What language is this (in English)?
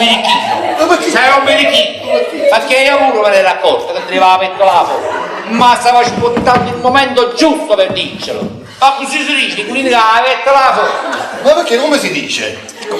Neapolitan